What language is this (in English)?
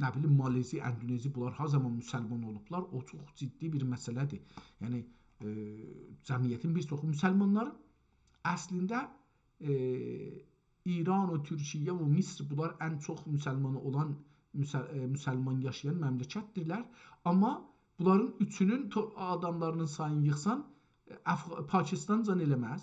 South Azerbaijani